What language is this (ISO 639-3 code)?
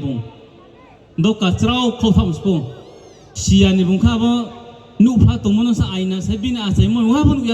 ria